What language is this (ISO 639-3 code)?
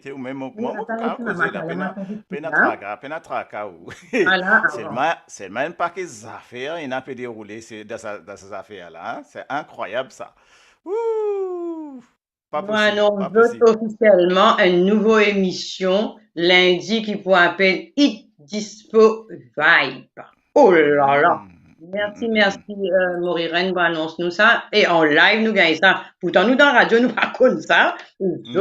mfe